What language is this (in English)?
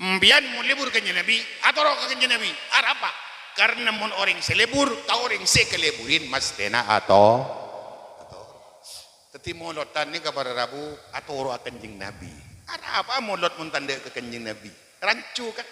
Madurese